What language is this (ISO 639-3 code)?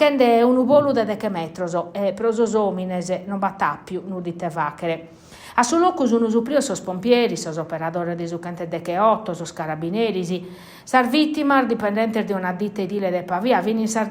srd